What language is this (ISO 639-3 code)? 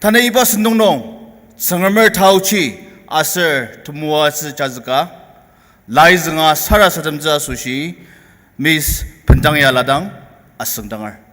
njo